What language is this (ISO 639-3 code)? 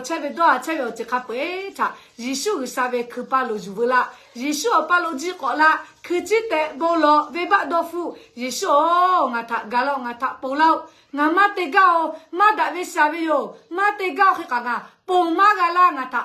lhu